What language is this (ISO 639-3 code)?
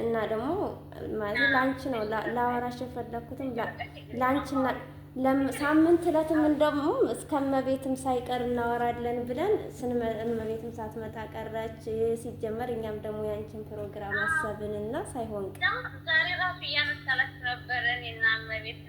amh